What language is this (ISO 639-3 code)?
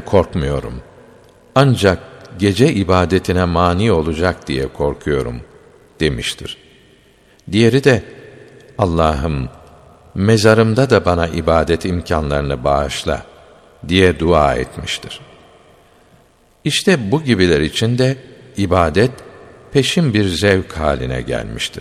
tur